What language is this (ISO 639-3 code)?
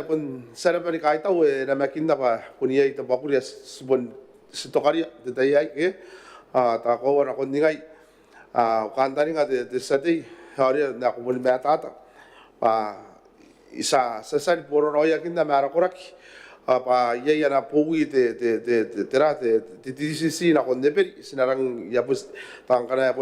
gil